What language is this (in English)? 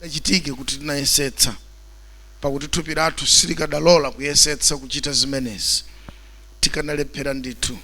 Nyanja